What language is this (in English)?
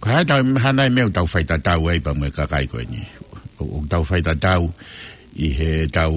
Tongan